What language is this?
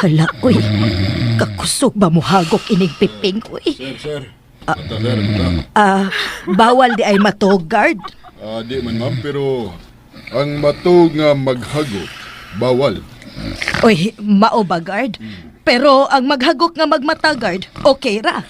Cebuano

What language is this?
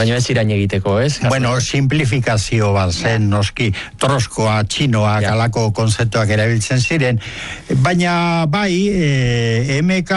Basque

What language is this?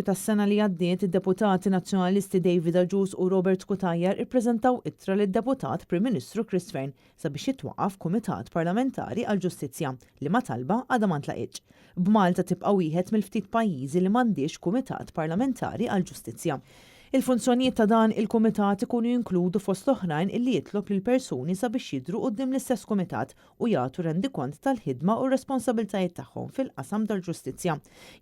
Maltese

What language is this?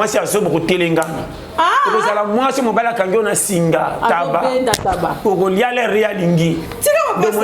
Lingala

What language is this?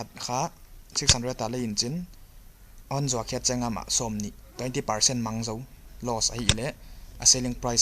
Paite Chin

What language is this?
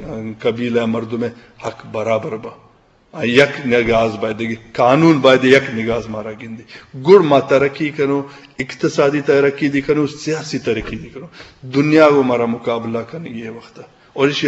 Eastern Balochi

